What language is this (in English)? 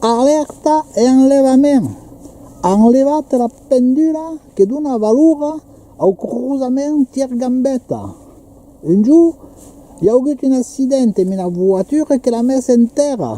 Occitan